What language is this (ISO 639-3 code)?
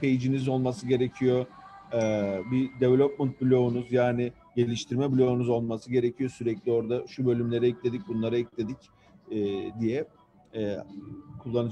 tur